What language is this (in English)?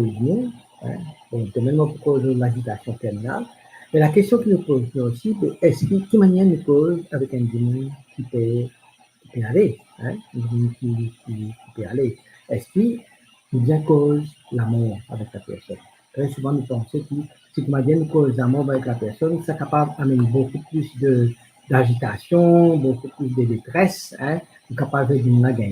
Morisyen